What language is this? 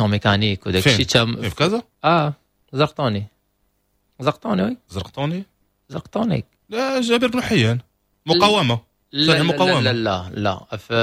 Moroccan Arabic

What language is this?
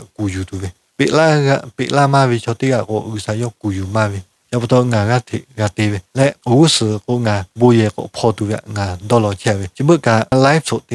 Lahu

